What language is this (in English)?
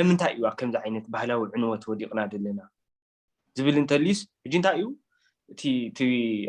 Tigrinya